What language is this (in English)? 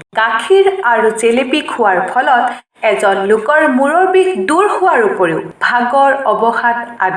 Assamese